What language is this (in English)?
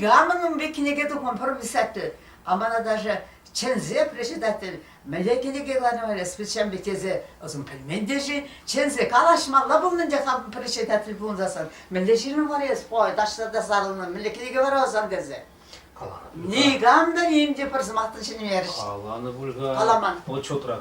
Chuvash